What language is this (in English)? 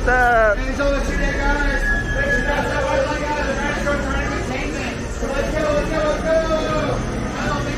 English